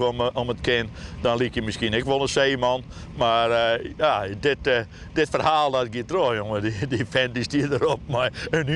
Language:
Western Frisian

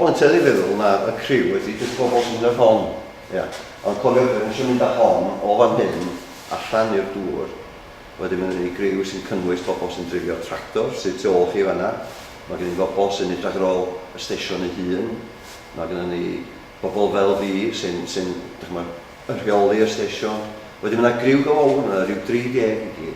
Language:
Welsh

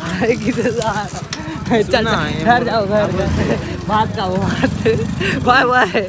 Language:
Chhattisgarhi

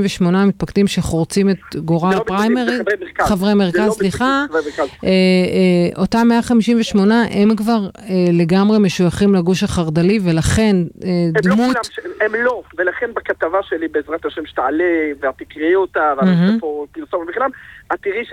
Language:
Hebrew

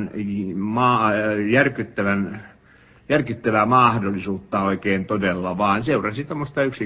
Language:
Finnish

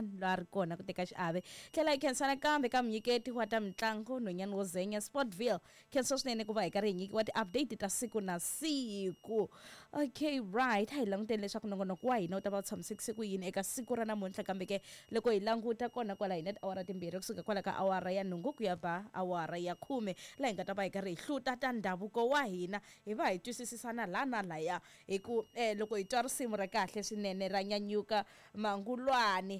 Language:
Tsonga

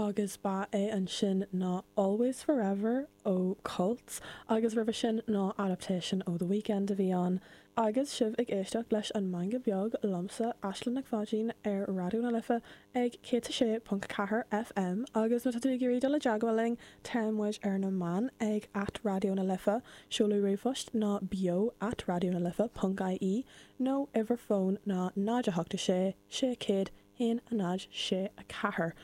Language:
Irish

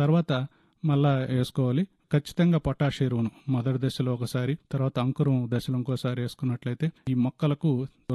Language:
Telugu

